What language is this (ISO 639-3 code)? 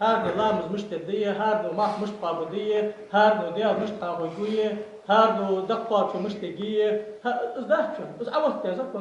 inh